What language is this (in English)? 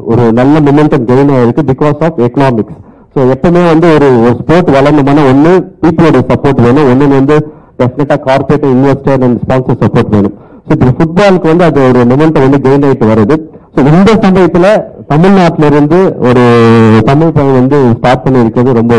Tamil